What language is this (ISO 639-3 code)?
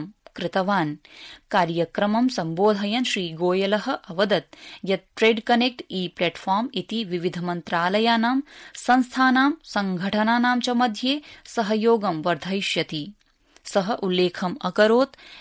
san